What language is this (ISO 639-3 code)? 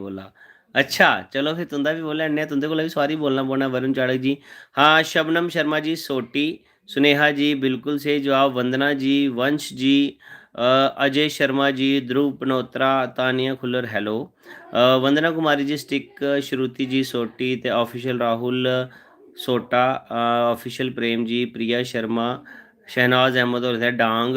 doi